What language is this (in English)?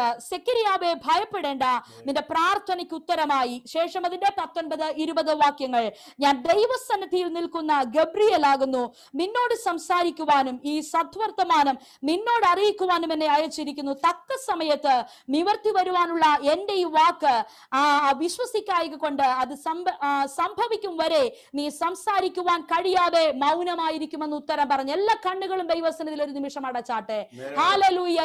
Malayalam